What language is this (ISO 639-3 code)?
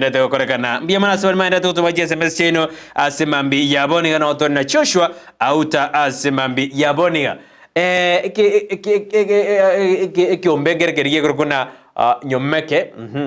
guz